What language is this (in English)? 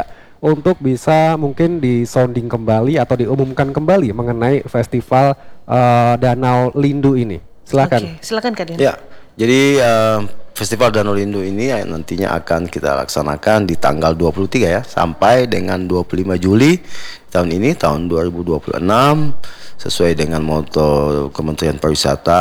Indonesian